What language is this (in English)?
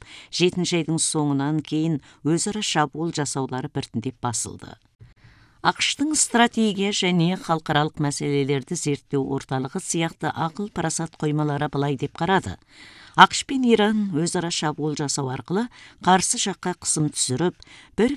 Kazakh